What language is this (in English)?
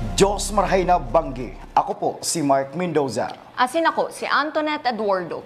Bikol